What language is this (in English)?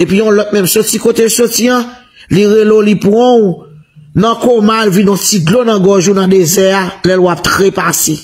Haitian Creole